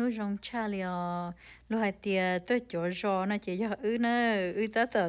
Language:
Hmong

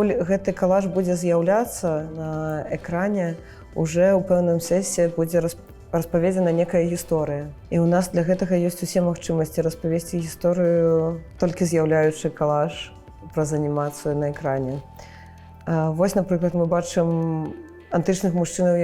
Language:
Belarusian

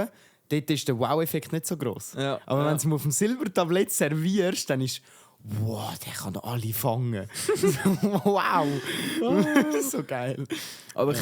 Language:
Swiss German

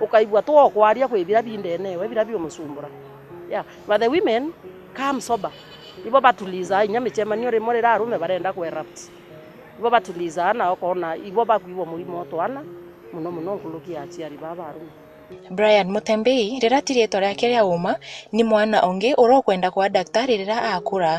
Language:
Meru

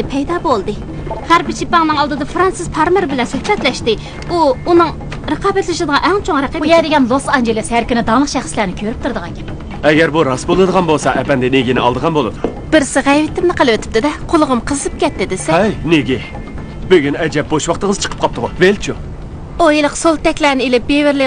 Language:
Uyghur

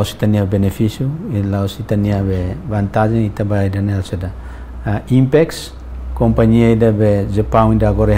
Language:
Tetum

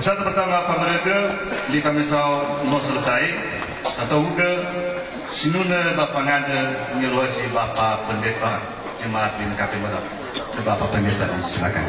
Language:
Nias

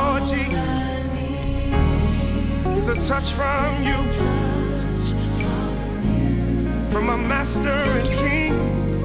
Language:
English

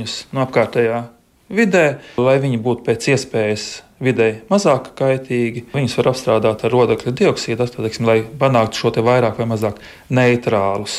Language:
Latvian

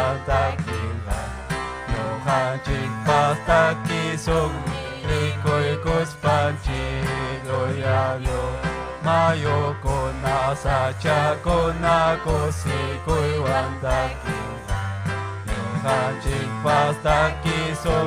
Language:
Ayacucho Quechua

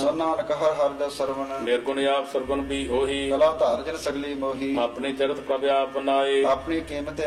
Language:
Punjabi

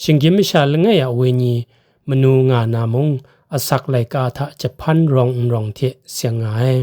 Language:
Kachin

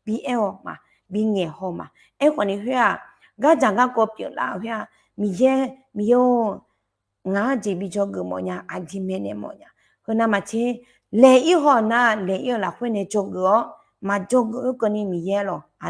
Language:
Akha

